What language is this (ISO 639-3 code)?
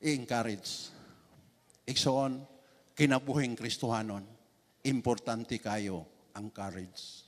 ceb